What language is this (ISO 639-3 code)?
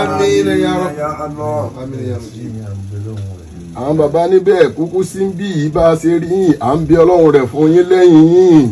yor